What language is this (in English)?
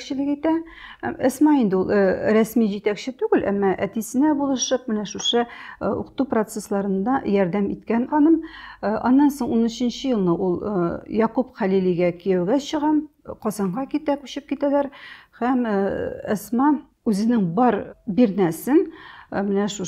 Tatar